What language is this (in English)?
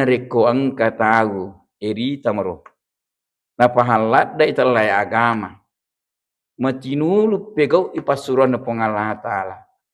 Buginese